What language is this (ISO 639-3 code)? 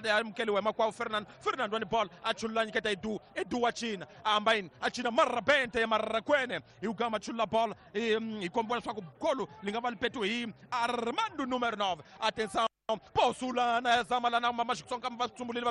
tso